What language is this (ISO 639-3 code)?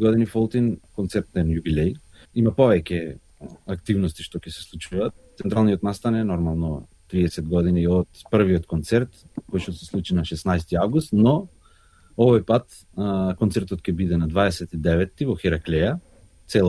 mkd